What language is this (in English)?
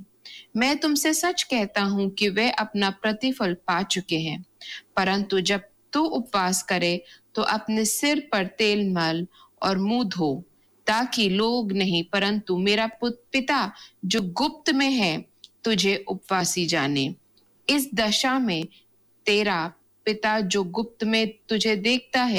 Hindi